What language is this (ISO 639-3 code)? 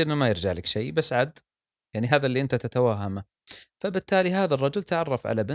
afb